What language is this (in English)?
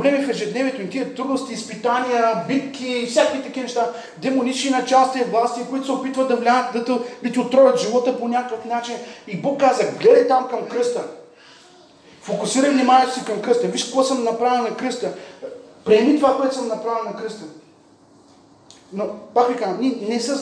Bulgarian